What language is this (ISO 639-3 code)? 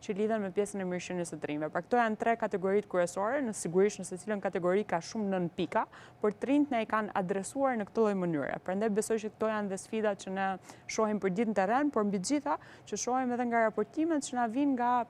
sqi